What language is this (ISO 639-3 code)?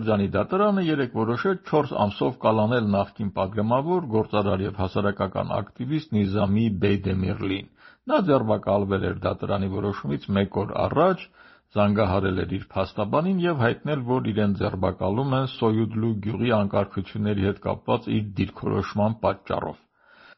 hye